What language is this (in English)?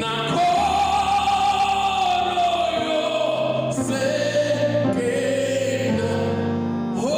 Venda